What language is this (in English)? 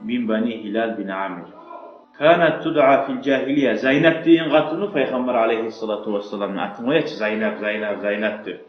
Kumyk